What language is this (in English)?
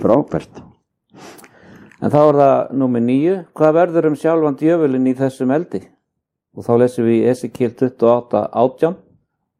Icelandic